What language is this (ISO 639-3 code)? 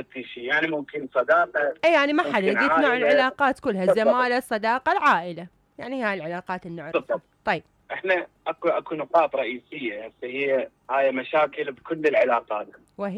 acm